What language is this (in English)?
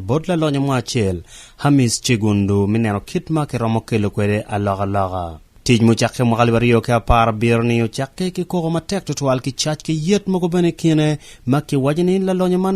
Acoli